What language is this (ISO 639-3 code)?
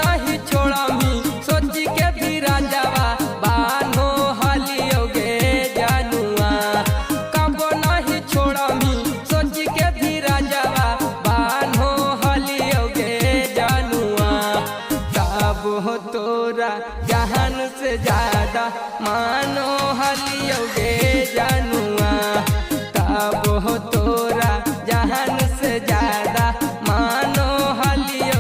mag